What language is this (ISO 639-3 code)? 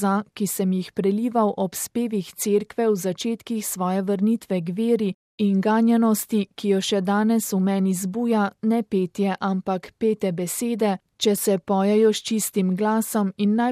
slv